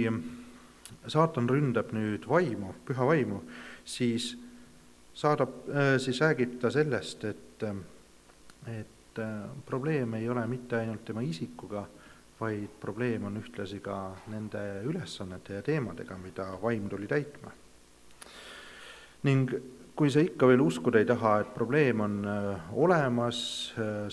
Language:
Estonian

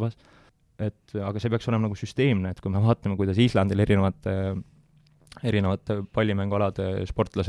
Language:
Estonian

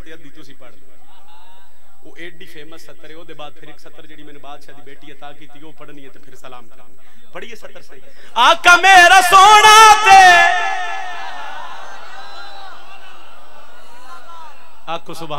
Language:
Saraiki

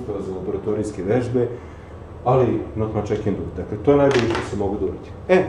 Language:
Serbian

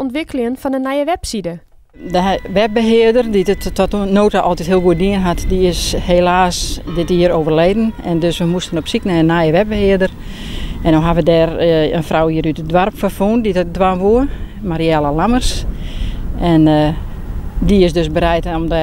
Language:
Western Frisian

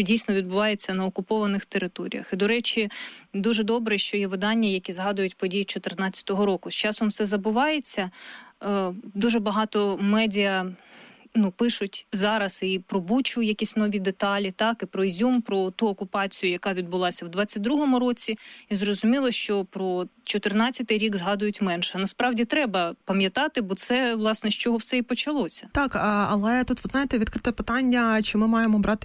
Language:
Ukrainian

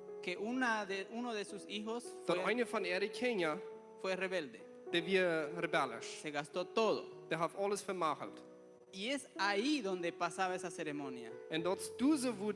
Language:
Plautdietsch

